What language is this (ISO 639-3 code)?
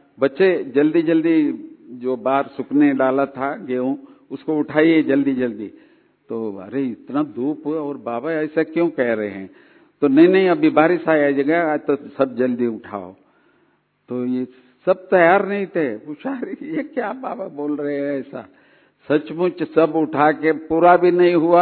hin